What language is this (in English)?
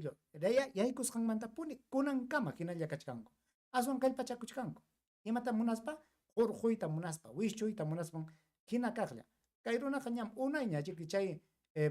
Ayacucho Quechua